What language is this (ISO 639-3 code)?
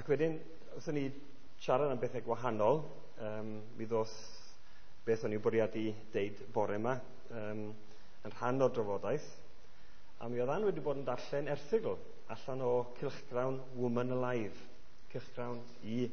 cym